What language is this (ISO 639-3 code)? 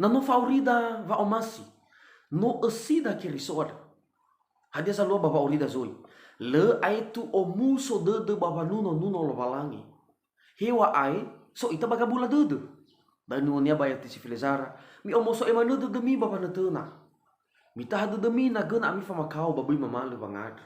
nia